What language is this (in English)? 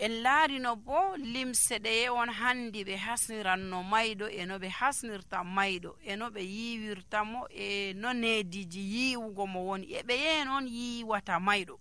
Nigerian Fulfulde